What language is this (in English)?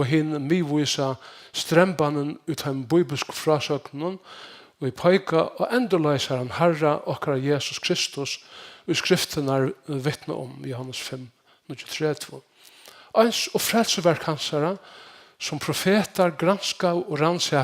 Faroese